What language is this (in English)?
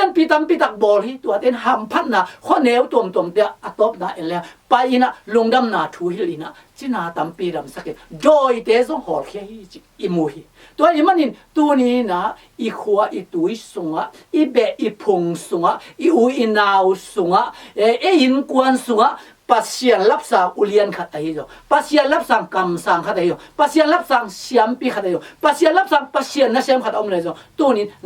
Tedim Chin